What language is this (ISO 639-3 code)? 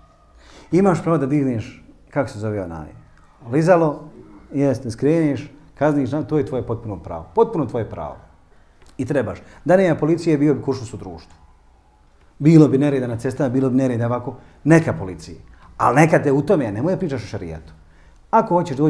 bos